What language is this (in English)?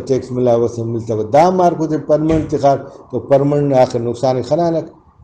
Brahui